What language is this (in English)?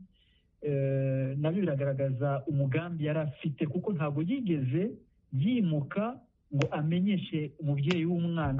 Kinyarwanda